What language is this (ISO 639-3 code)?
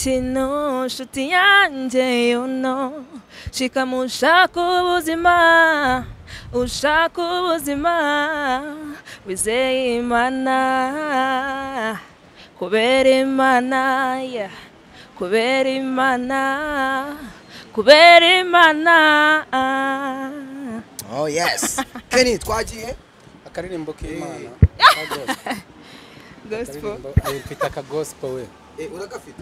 kin